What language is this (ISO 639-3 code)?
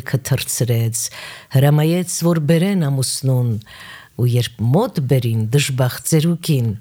hye